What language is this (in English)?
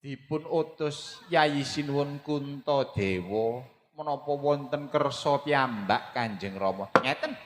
Javanese